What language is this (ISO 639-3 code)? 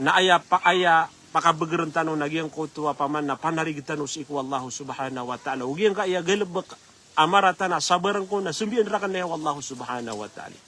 mrw